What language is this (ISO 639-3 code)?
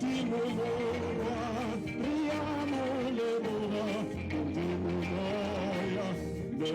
tsn